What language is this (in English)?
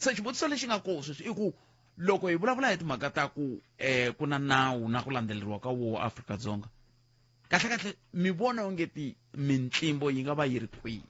Tsonga